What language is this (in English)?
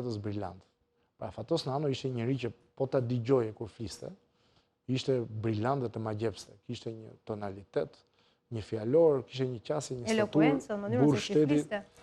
Albanian